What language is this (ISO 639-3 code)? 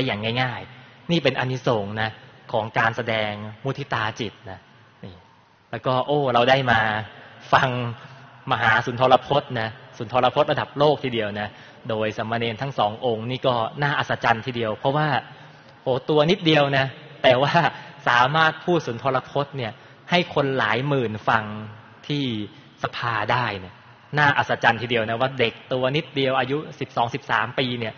tha